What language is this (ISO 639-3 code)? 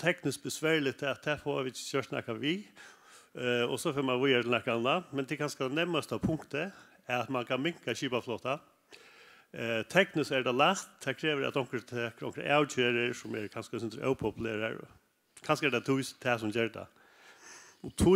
fao